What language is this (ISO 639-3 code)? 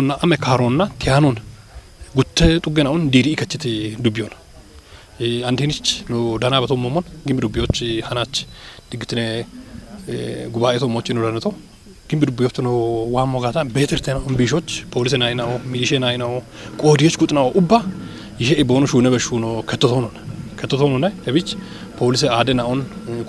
kbr